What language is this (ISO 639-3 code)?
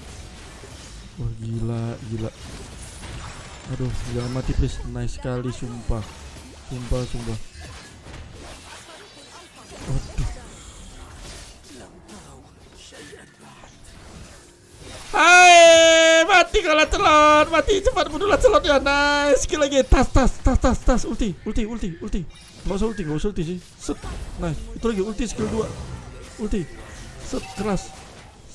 ind